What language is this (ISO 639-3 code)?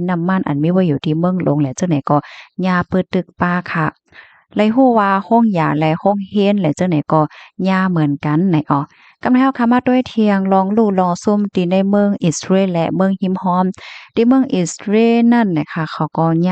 shn